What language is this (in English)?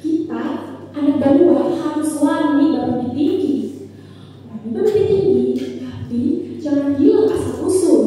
Banjar